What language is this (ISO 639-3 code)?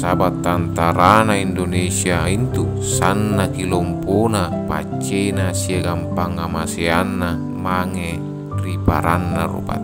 mak